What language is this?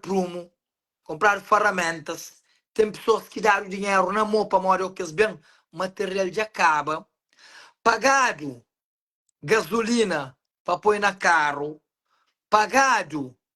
Kabuverdianu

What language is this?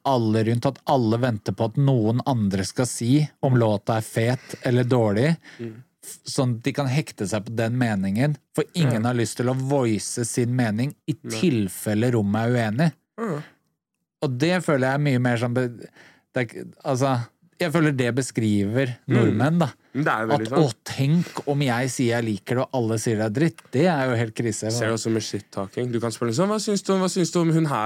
Norwegian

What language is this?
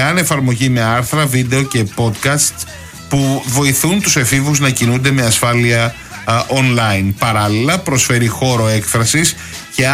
Greek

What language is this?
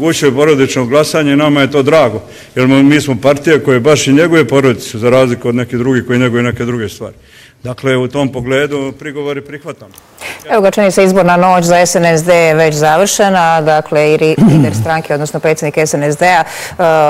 Bosnian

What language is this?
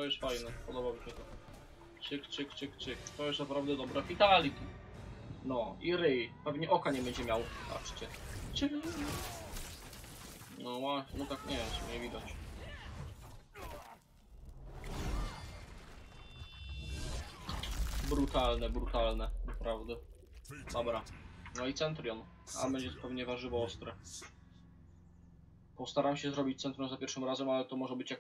Polish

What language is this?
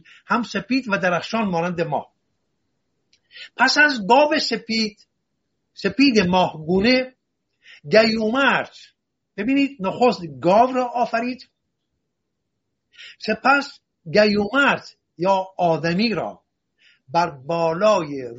Persian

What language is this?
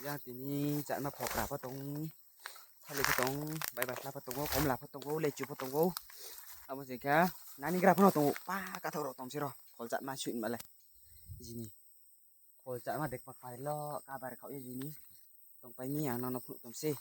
Riang (India)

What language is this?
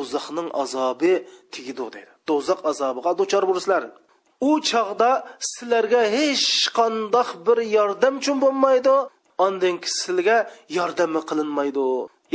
Uyghur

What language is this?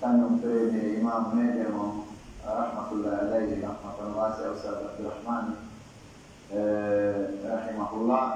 Pular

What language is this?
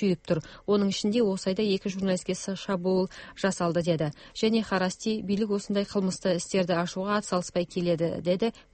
Kyrgyz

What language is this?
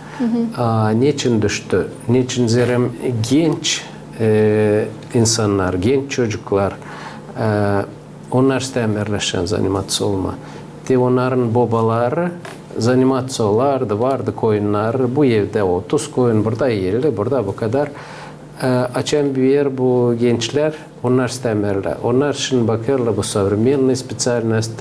Gagauz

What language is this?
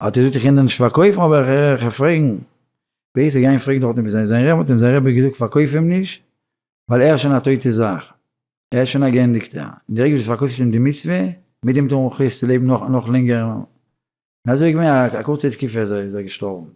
Yiddish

